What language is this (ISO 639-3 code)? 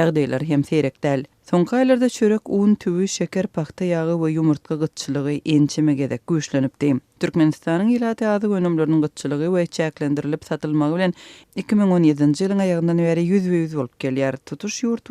tuk